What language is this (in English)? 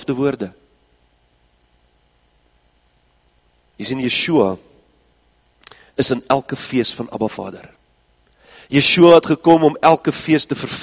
Afrikaans